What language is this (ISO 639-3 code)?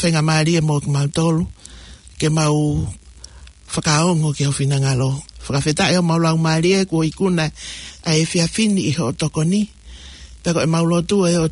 ton